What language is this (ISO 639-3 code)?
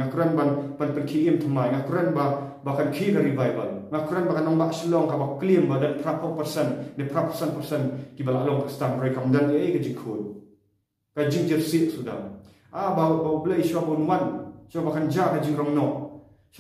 kha